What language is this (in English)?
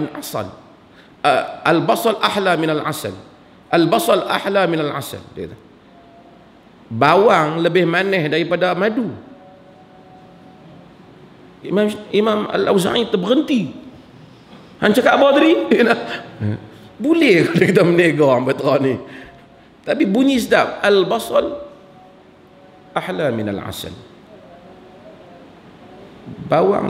Malay